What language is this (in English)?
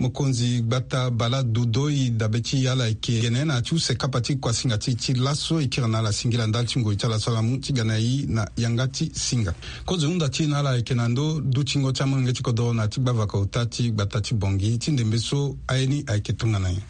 Sango